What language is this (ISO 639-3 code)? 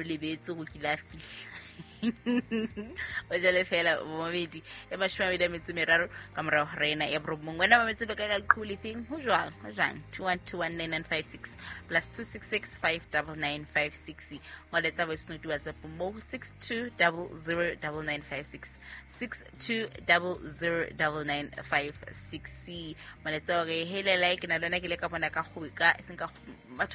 sot